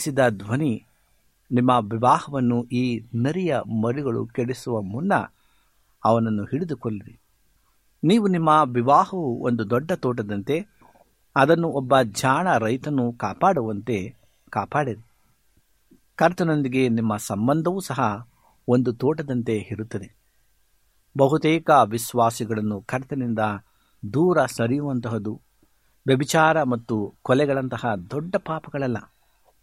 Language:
Kannada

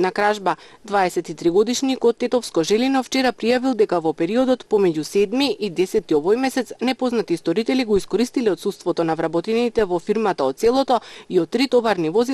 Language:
Macedonian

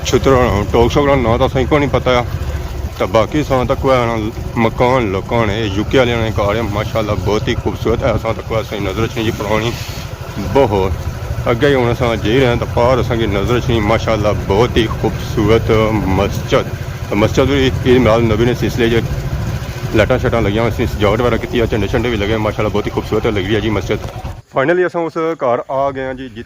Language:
Pahari-Potwari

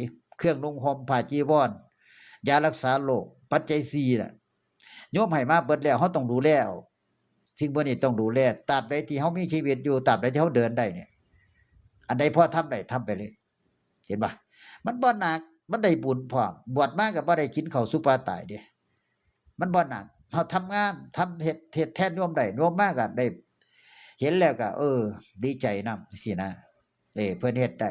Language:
Northeastern Thai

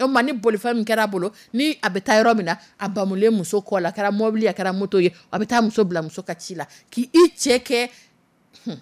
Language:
Dyula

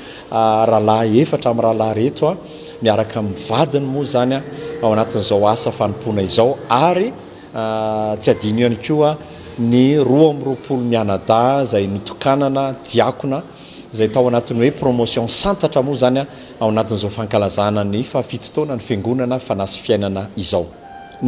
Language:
Malagasy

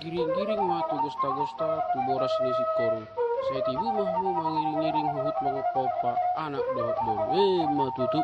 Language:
Batak Toba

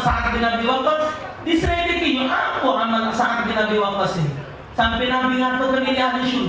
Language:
Musi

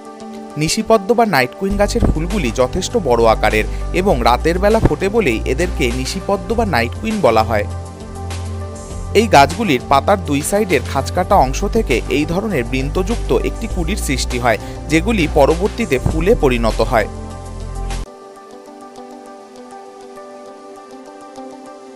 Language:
Bangla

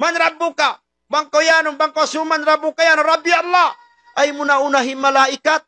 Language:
Tausug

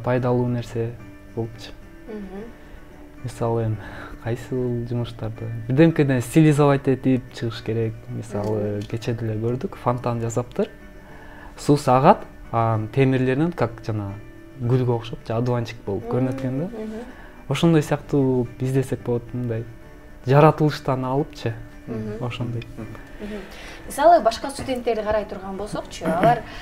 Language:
Kyrgyz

